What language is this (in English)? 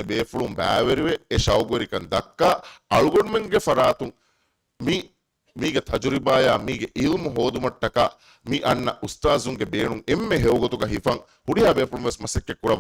Divehi